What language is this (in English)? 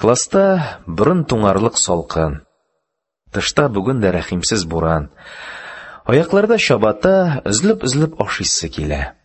Tatar